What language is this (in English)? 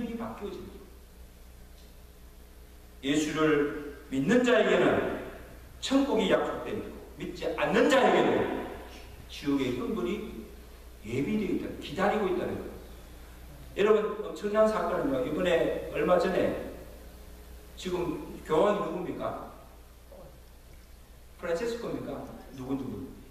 Korean